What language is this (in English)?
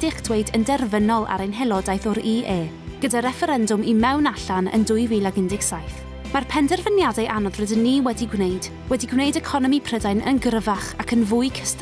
Welsh